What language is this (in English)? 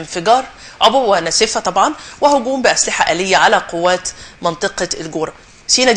Egyptian Arabic